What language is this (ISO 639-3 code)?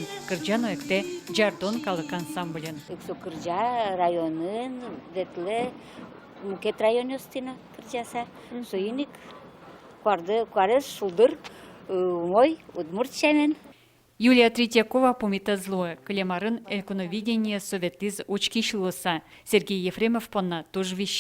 udm